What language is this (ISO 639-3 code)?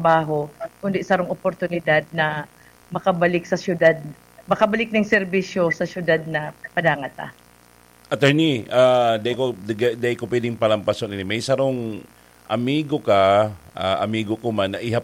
bik